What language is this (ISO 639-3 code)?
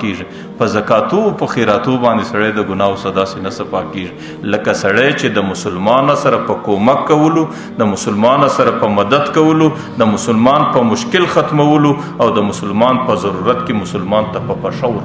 pus